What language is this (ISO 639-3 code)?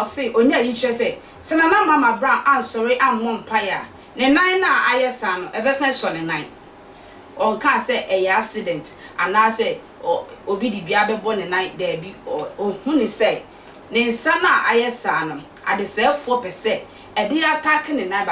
aka